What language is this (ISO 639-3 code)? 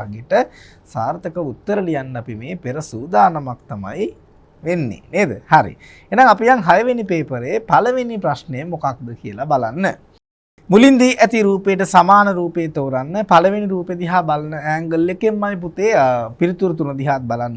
sin